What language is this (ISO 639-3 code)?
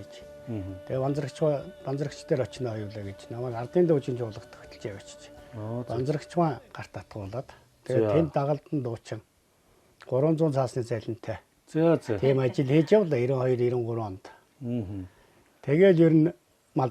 mon